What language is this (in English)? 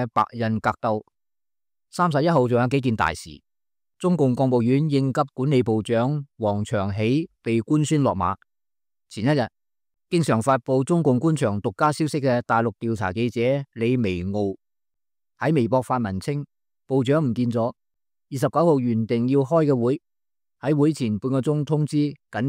Cantonese